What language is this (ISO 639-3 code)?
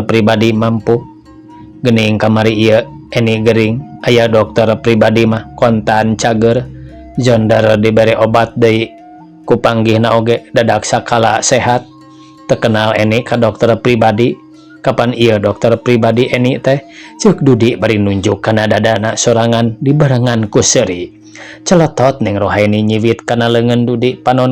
sun